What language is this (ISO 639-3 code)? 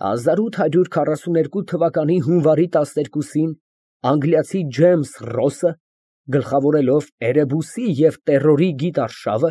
hye